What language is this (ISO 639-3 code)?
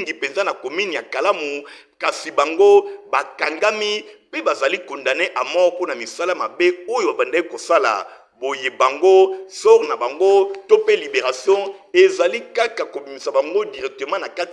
lin